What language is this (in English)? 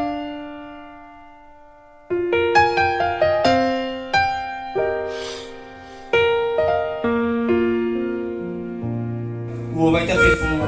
Nias